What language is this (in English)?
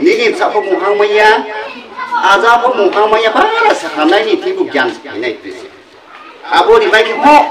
Riang (India)